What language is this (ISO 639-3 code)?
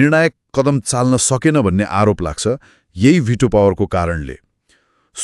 nep